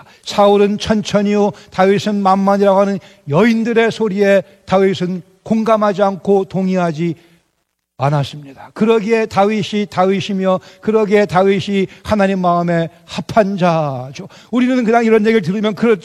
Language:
Korean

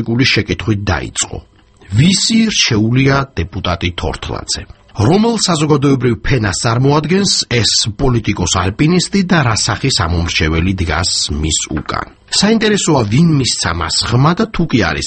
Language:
Georgian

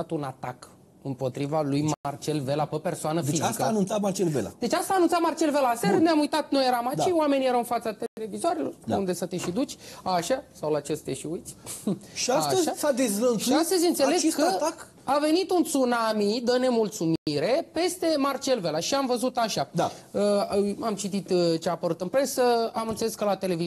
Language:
Romanian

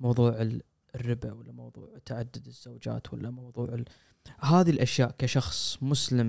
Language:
Gulf Arabic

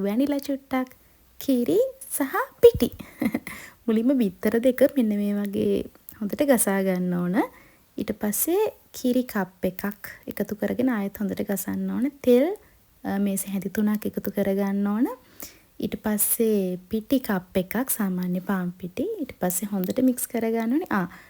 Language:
Sinhala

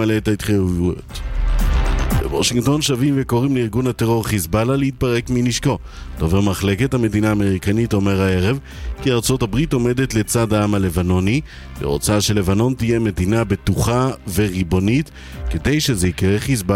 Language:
Hebrew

